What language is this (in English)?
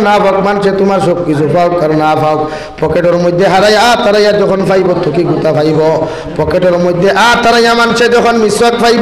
Sylheti